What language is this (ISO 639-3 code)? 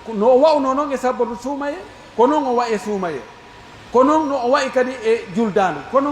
fuf